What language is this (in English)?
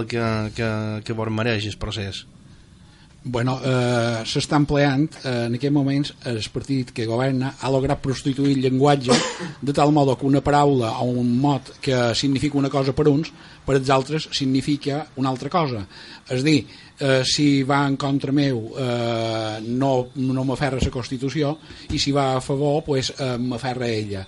Catalan